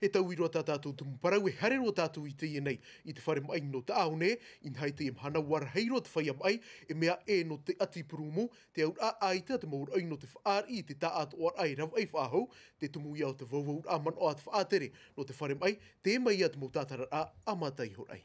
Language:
Tahitian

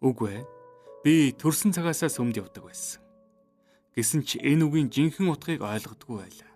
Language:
Mongolian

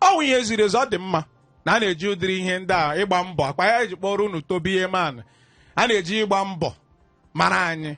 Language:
Igbo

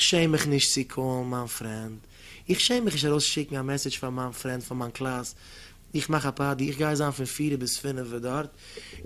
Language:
Yiddish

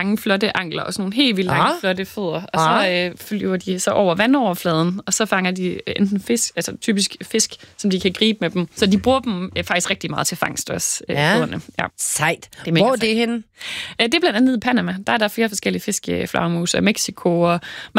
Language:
Danish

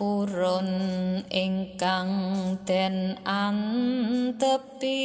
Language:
Javanese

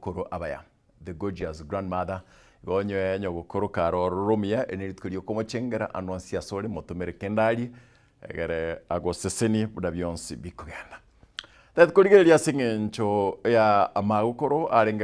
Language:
Gusii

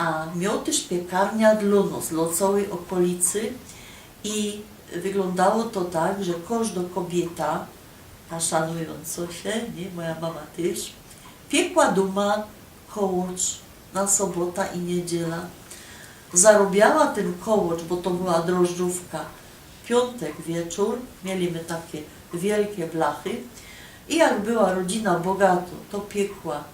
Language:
Silesian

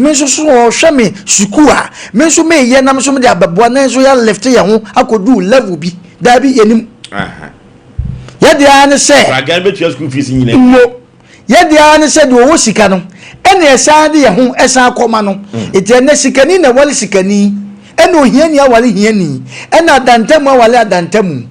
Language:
Akan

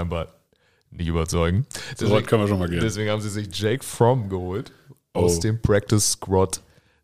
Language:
German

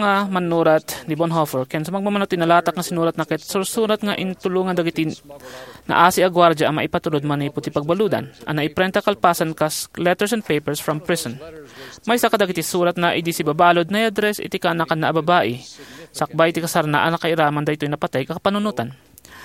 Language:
Iloko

